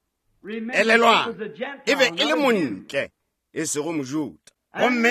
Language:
Northern Sotho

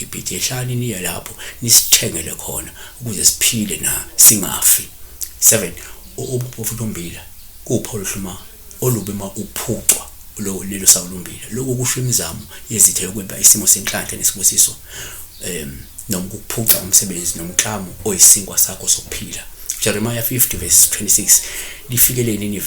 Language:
Zulu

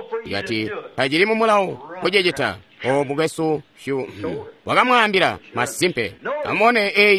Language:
Tonga (Zambia)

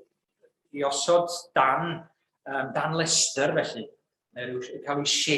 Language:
Welsh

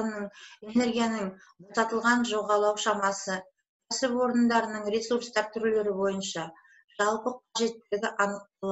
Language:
Kazakh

